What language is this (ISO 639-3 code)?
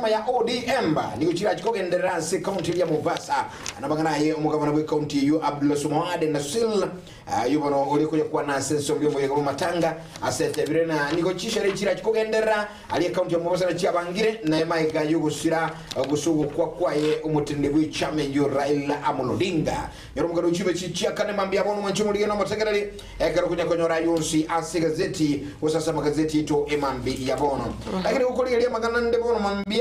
guz